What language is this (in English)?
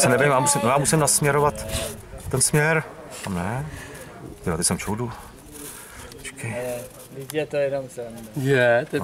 Czech